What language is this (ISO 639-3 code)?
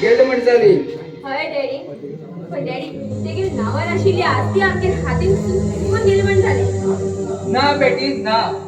kok